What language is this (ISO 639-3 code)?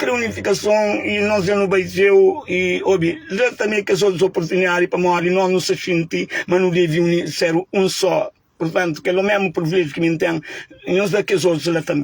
kea